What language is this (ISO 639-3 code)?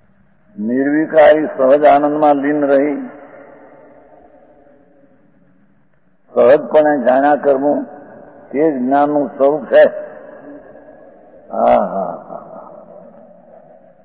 guj